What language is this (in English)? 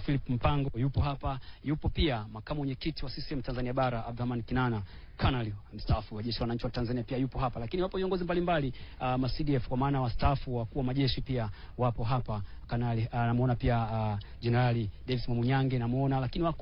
Swahili